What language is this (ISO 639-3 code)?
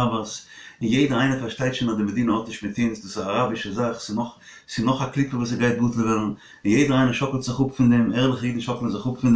yid